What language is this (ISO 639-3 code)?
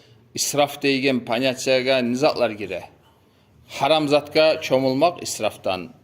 kum